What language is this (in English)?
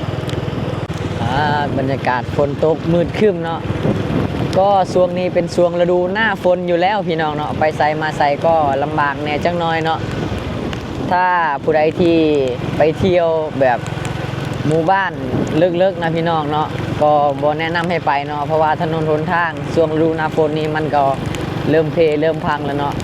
Lao